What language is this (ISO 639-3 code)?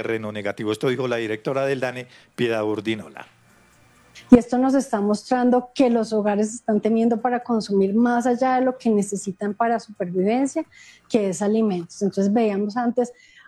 spa